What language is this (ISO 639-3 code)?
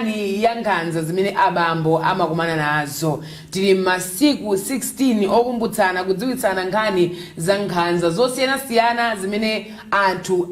nya